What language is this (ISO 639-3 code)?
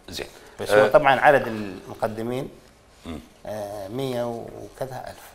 acm